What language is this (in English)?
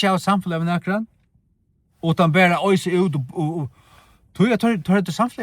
Faroese